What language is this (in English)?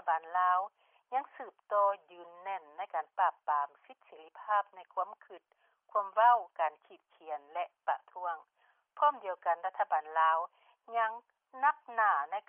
Lao